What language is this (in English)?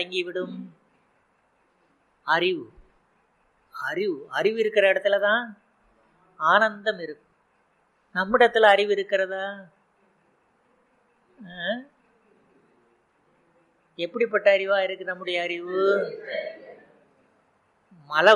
Tamil